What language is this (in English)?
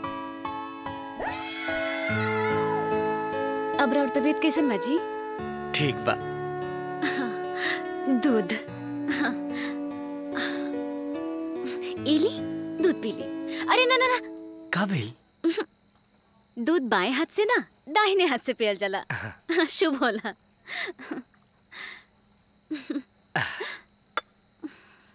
Bhojpuri